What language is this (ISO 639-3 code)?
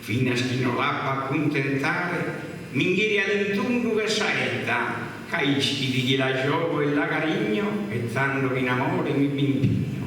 srd